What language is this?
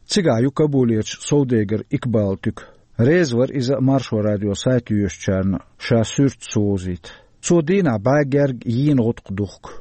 Chechen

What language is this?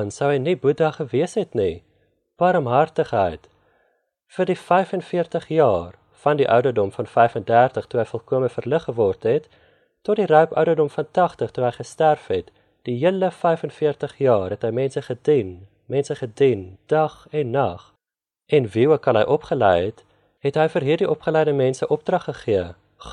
Afrikaans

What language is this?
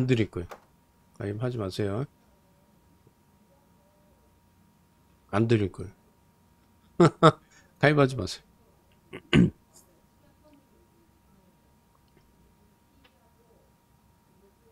Korean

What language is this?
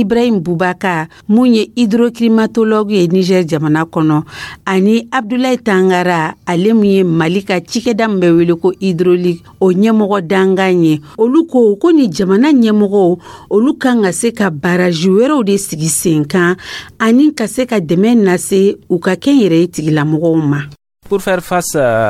Dyula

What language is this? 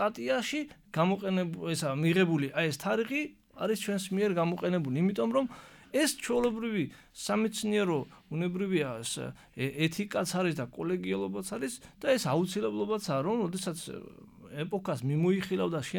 Georgian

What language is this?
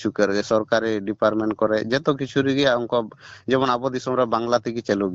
Santali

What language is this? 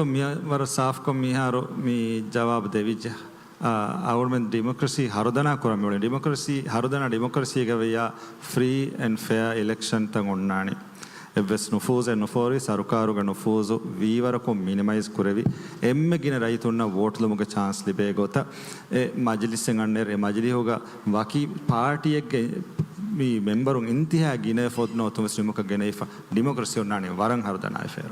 Divehi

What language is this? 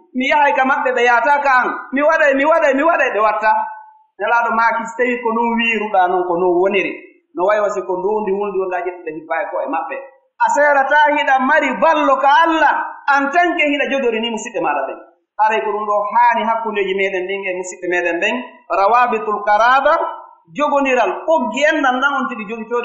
Pular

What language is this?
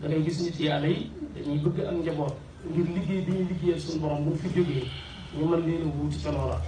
Wolof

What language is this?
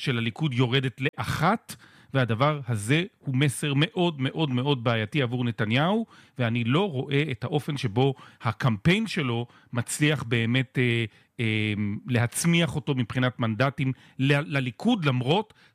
Hebrew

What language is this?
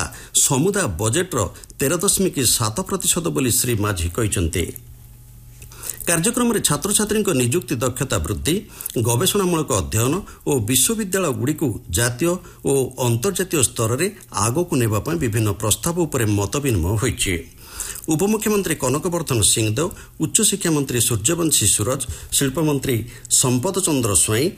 Odia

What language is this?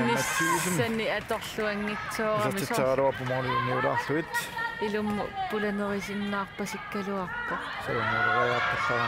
Kalaallisut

